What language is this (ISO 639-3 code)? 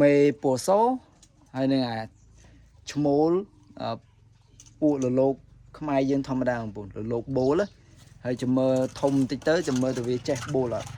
khm